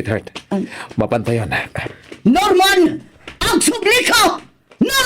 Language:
Iloko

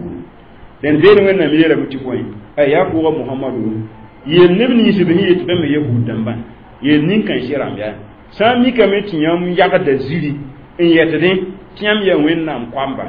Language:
Mossi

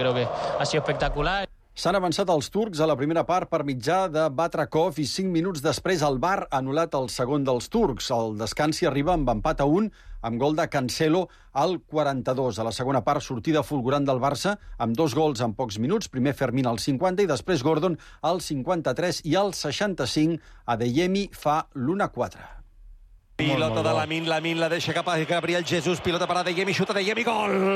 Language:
Catalan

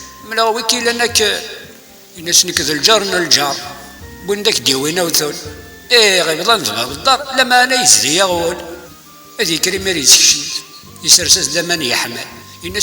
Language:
Kabyle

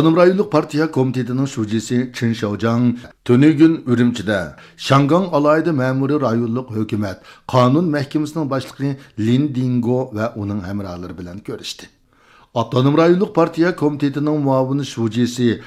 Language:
Uyghur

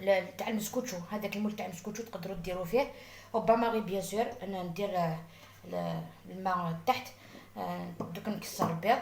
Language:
Algerian Arabic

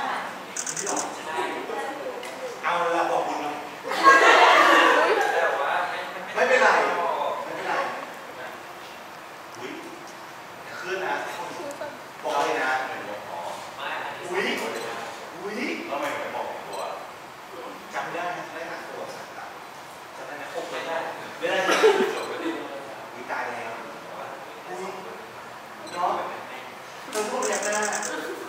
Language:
Thai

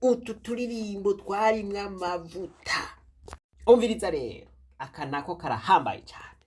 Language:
Rundi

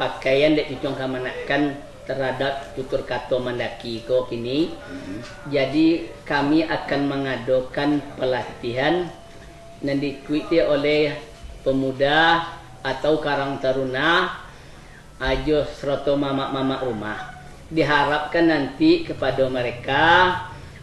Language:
Minangkabau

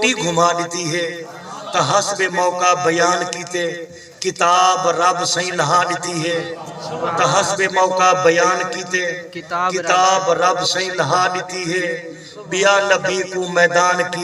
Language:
Saraiki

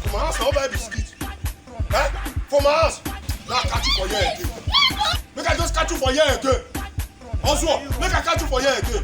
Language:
Nigerian Pidgin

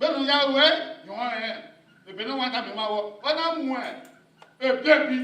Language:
Bini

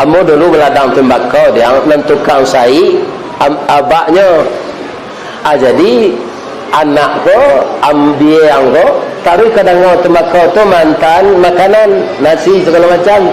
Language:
Minangkabau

